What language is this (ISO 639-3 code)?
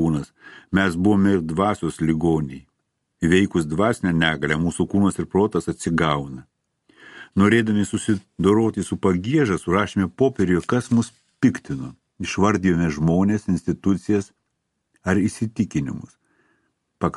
lit